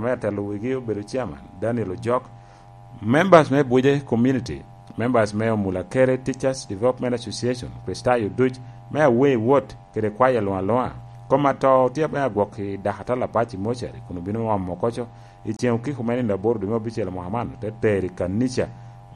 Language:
Lango (Uganda)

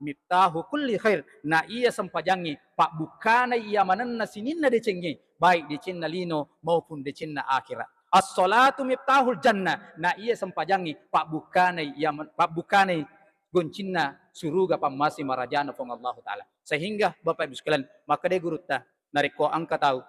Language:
Buginese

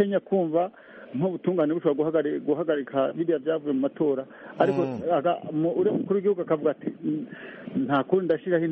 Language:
Kinyarwanda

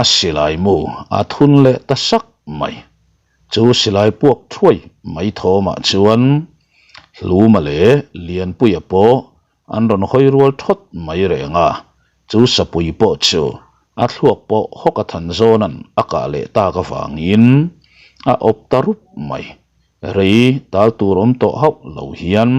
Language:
Mizo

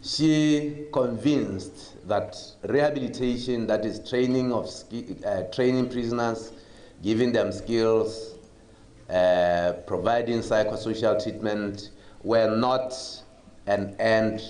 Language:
Tswana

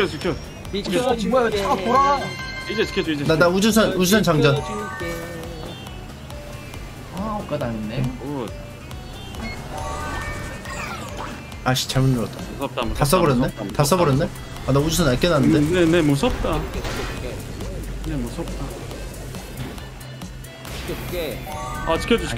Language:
Korean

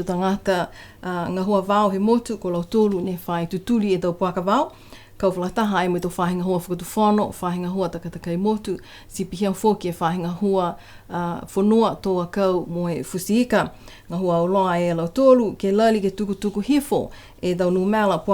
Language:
Niuean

